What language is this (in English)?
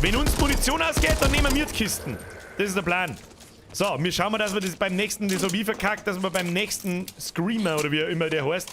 Bavarian